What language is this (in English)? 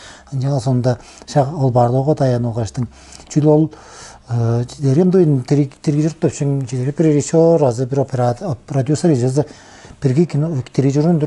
Tuvinian